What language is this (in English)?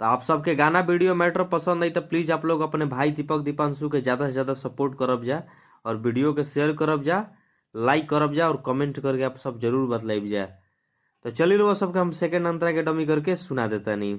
Bhojpuri